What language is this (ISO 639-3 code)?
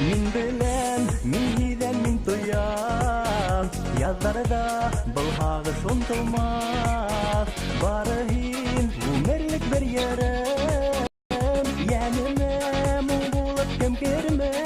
bak